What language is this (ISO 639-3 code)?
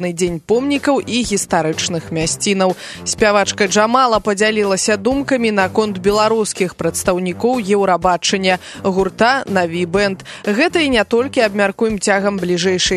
bel